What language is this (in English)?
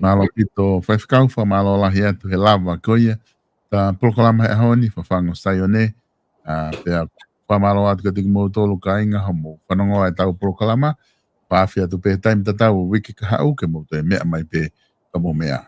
Tongan